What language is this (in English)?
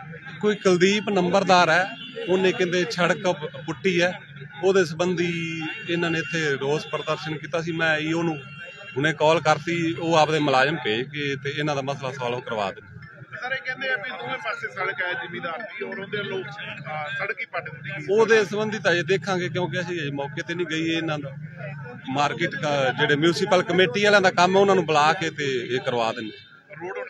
Punjabi